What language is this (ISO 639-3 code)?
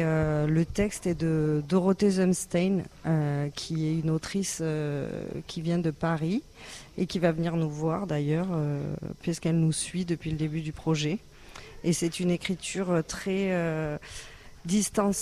fra